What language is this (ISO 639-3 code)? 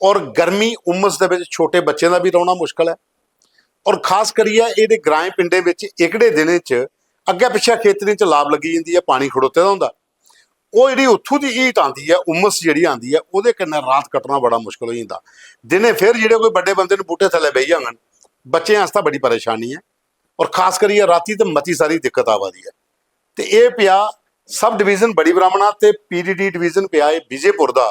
doi